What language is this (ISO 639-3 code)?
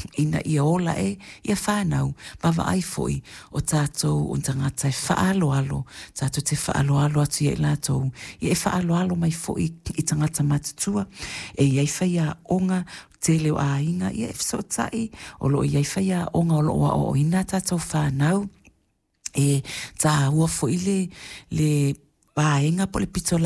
smo